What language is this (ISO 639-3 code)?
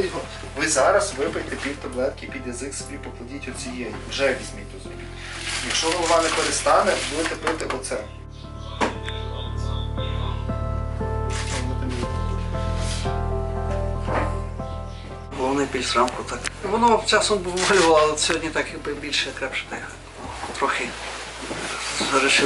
ukr